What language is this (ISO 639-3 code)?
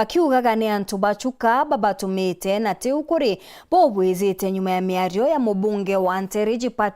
mer